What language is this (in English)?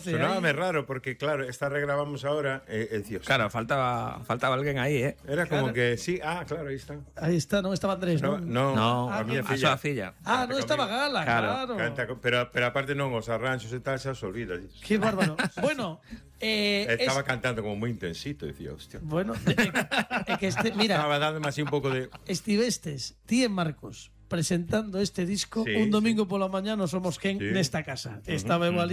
Galician